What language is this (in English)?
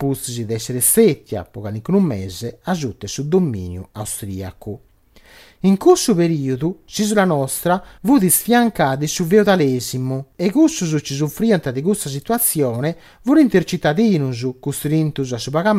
Sardinian